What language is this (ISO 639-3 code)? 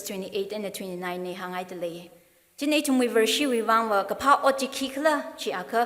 nmf